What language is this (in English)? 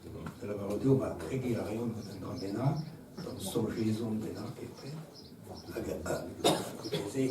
Breton